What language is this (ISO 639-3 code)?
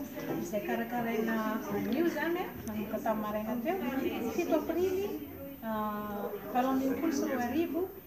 mlg